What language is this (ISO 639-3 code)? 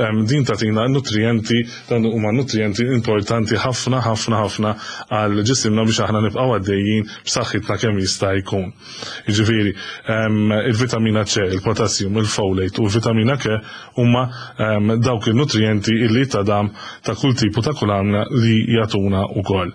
mlt